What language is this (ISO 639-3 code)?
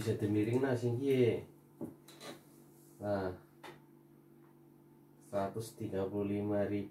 ind